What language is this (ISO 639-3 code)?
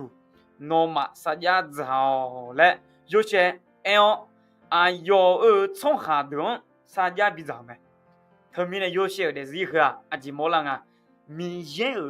ahk